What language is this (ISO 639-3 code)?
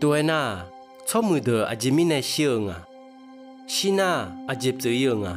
ahk